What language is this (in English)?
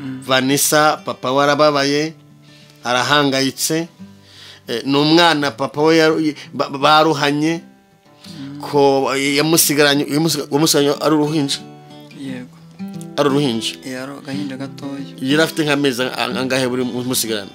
Kinyarwanda